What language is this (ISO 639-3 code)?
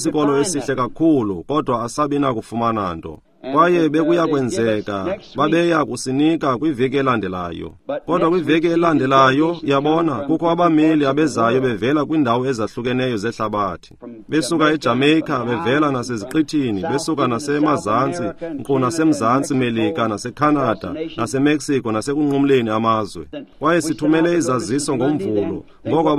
xho